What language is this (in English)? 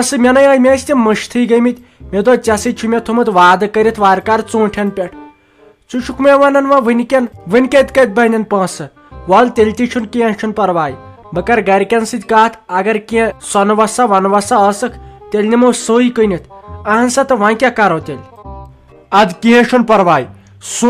Kashmiri